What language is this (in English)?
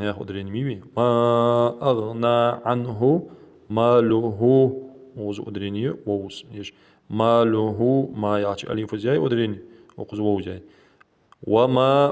Ingush